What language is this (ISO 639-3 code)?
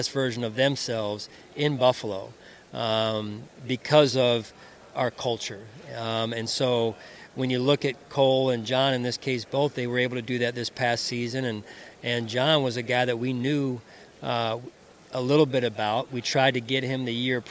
eng